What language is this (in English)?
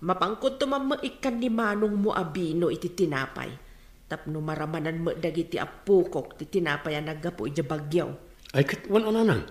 Iloko